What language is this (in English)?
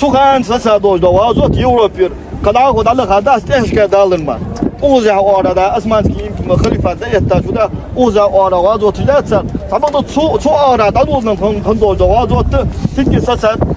Ingush